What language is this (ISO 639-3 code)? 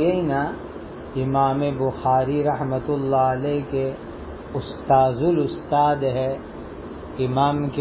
urd